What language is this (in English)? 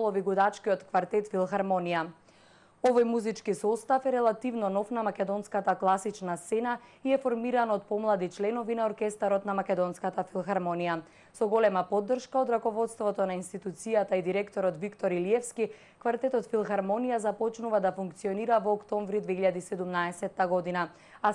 Macedonian